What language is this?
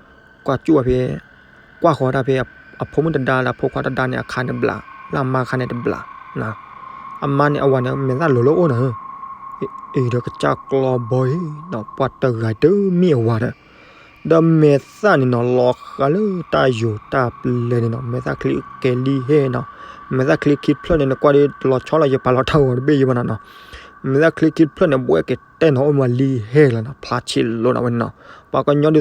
S'gaw Karen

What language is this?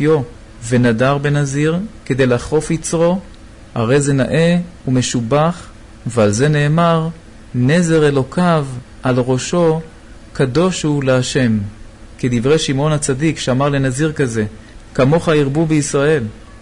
Hebrew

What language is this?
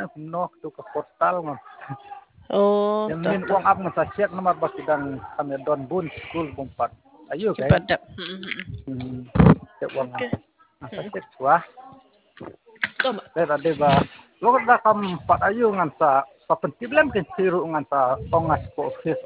Khasi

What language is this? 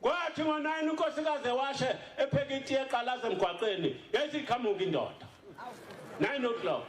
Zulu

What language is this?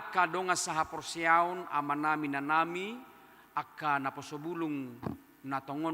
Batak Toba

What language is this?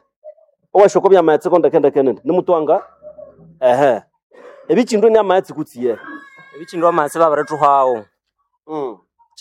Nande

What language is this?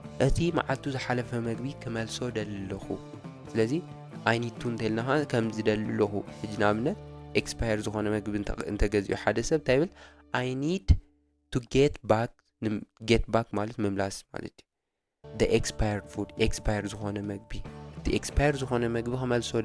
Tigrinya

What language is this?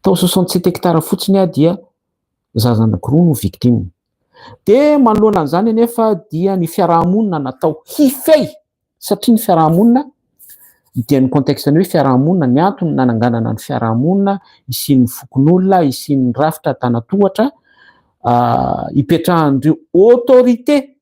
Malagasy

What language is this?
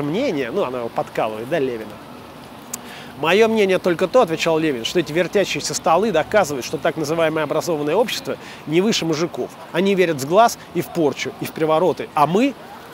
Russian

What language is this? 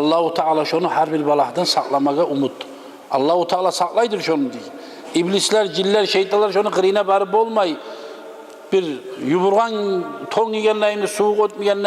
Kumyk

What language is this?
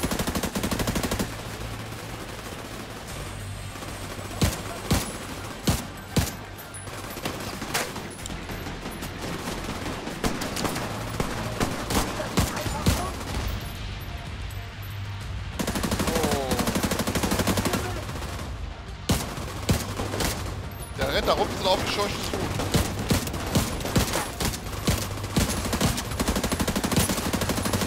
German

